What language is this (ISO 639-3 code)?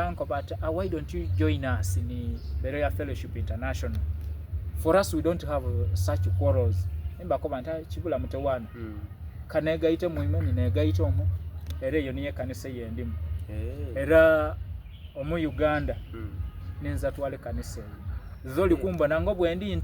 xog